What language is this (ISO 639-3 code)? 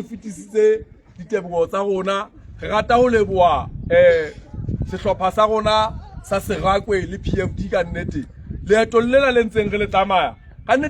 sot